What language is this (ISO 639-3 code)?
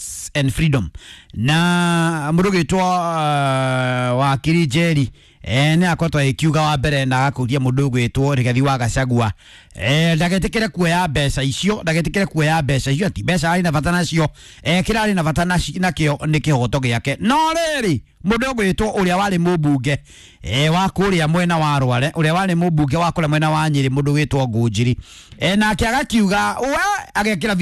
kik